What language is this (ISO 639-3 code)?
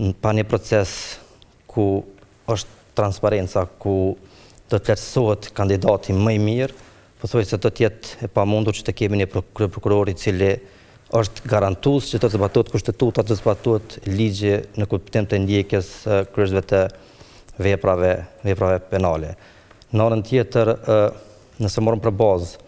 sqi